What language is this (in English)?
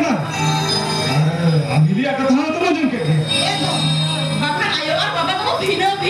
Santali